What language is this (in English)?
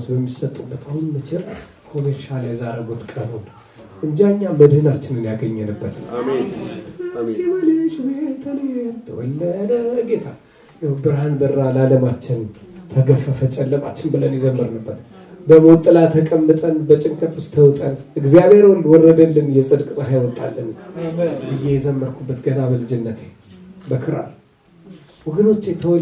Amharic